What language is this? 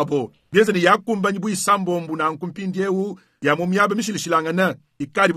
Luba-Lulua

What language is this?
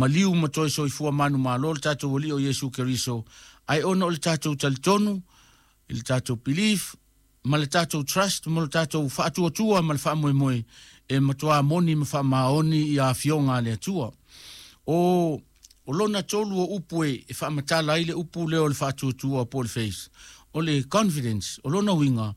Samoan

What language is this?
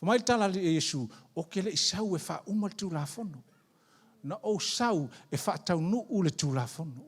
Samoan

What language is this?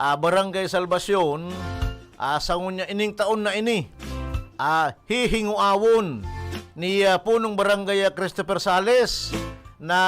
Bikol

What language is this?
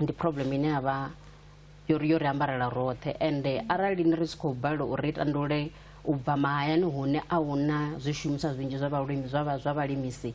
Venda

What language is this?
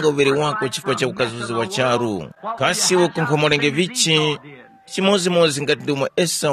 Tumbuka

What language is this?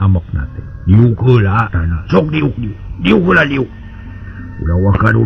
Sundanese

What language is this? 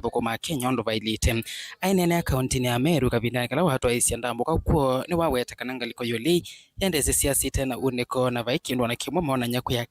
Kamba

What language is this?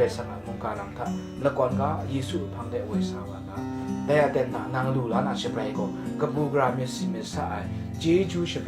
Kachin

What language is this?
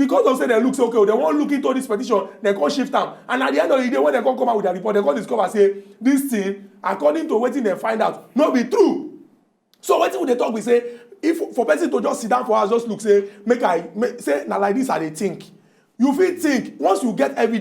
Nigerian Pidgin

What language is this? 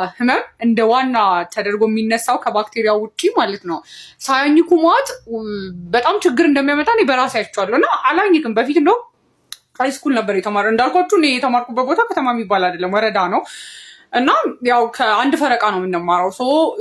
Amharic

